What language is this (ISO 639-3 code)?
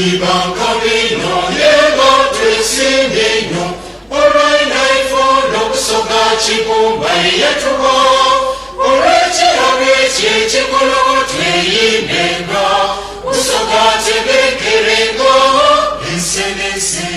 xog